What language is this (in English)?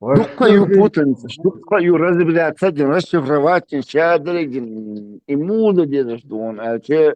Chechen